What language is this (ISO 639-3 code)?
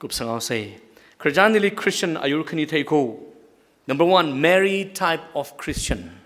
nmf